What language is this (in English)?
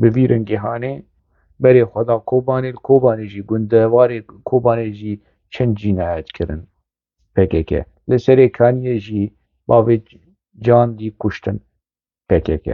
Kurdish